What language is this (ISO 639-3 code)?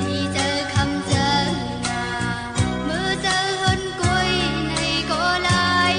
shn